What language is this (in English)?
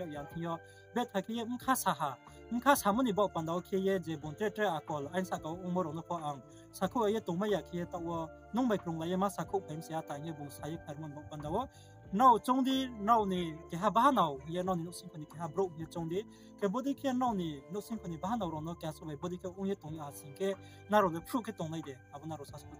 Riang (India)